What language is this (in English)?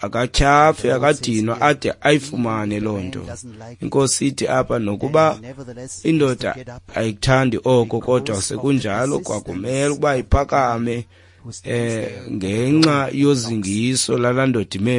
Xhosa